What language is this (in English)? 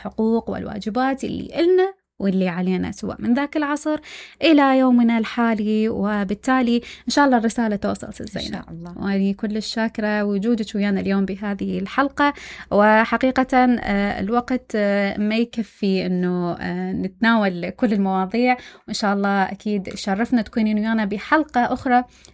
Mesopotamian Arabic